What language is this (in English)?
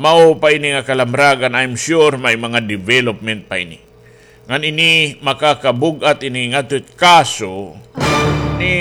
Waray